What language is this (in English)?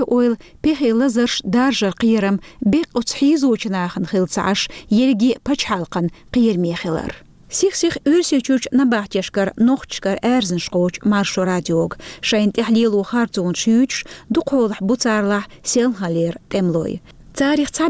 Chechen